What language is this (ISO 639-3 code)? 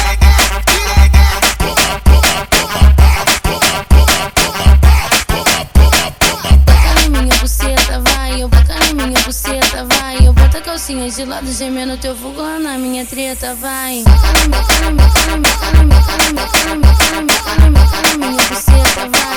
por